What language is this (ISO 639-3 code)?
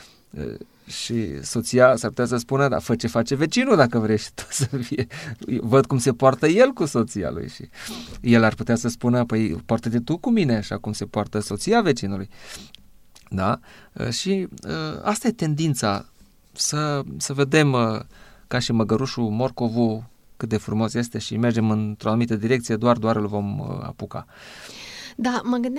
ron